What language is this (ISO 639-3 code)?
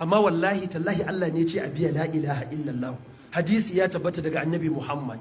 hau